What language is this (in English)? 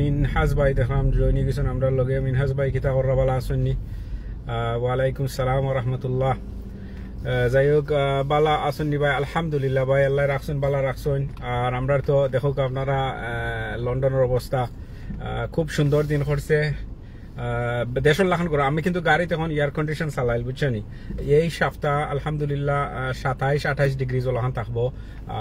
Sylheti